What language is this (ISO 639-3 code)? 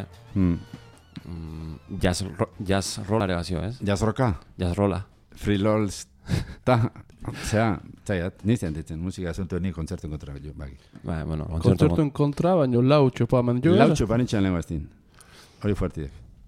eus